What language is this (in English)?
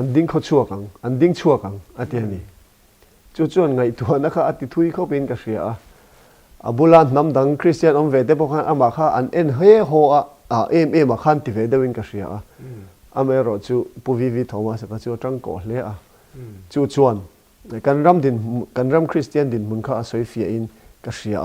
Mizo